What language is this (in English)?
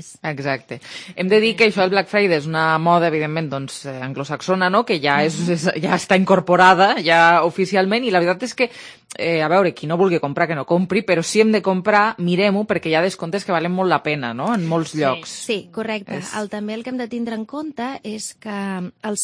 Catalan